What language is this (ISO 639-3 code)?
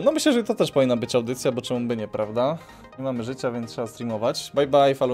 pol